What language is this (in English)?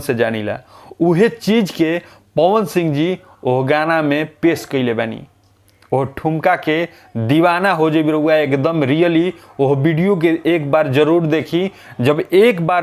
Bhojpuri